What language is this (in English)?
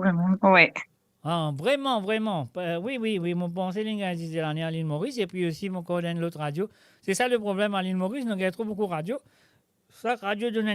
Morisyen